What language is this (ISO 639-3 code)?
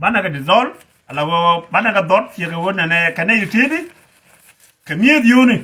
nus